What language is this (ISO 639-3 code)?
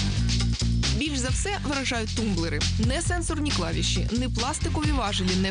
ukr